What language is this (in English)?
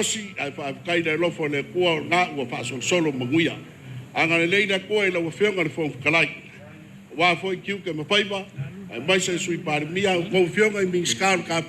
Samoan